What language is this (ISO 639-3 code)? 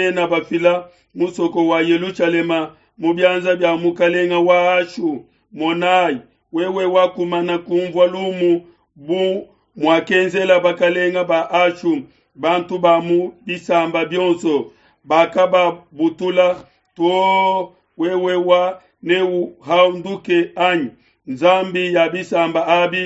lua